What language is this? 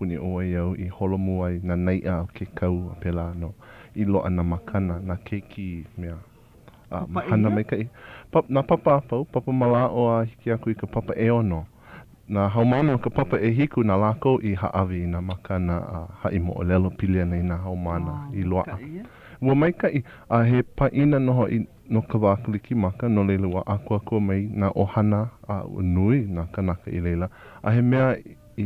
Hawaiian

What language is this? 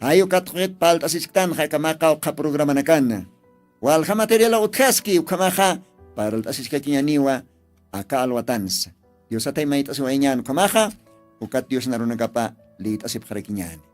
Aymara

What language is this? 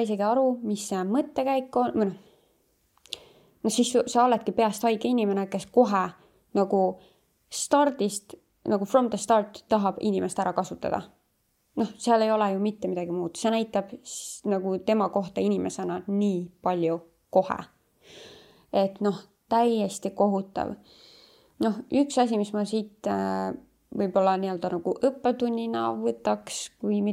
Estonian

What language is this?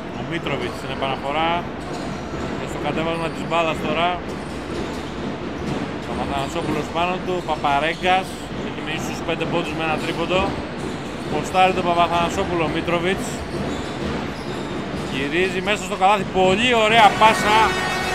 Greek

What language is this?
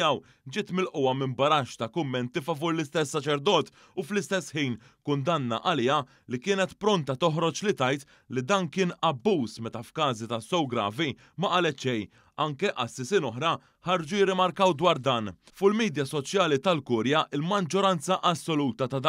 Maltese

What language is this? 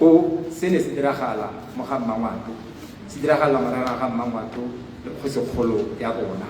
Tswana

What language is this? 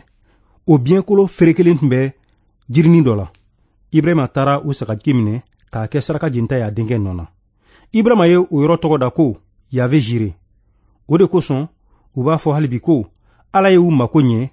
Bambara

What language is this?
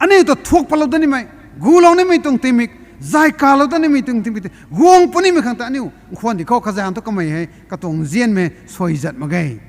Rongmei Naga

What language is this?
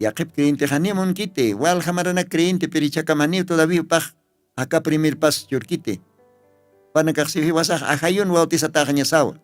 Aymara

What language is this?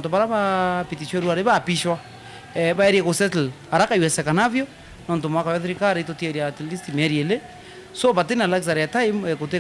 Meru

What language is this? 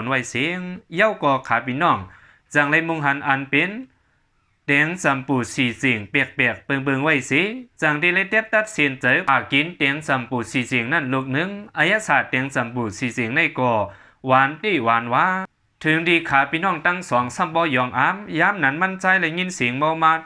Shan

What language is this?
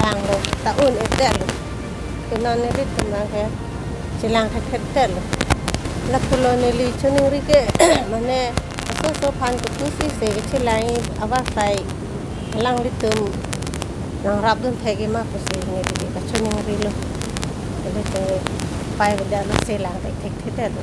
Karbi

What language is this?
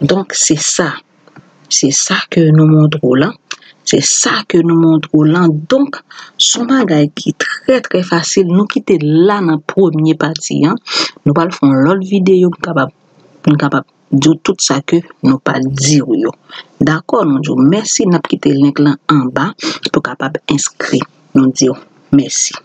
Haitian Creole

